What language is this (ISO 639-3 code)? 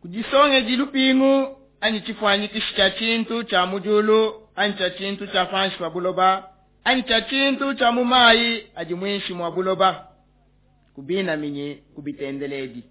lua